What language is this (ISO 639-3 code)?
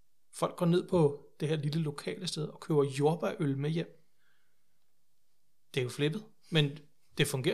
dan